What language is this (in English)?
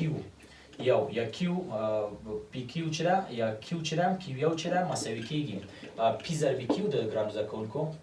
Pashto